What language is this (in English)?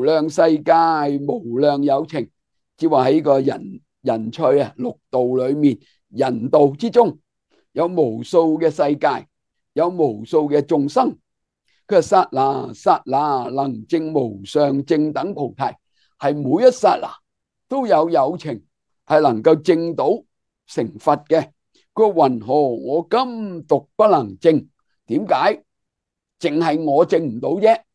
Cantonese